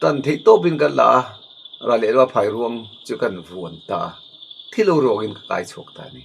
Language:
Mizo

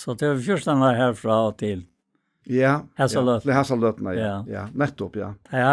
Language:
Faroese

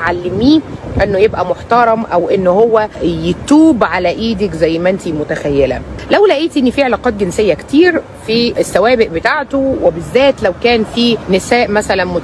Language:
Egyptian Arabic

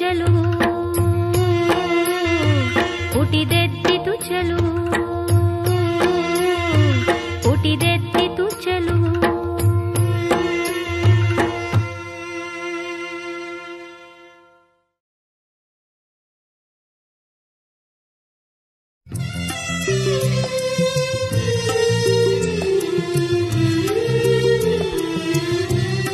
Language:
Kannada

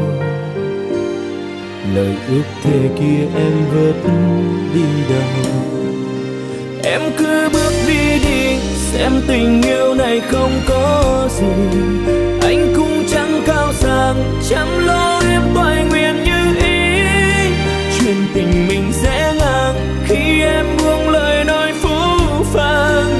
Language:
Vietnamese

